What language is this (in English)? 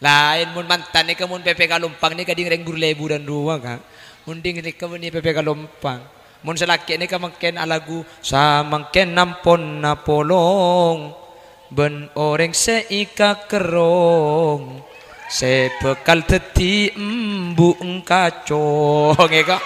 Madurese